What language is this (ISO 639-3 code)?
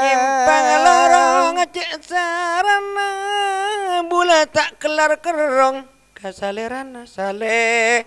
mad